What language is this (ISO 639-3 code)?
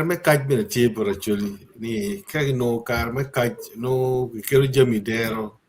ach